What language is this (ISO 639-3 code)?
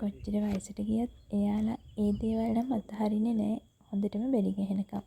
sin